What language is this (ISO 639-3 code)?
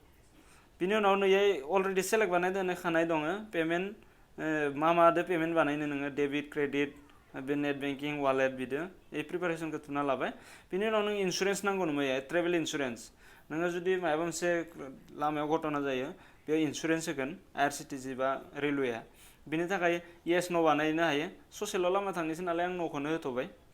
brx